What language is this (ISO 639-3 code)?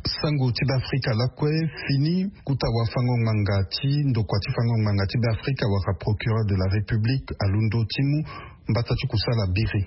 sag